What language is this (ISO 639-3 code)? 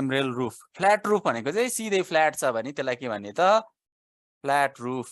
nep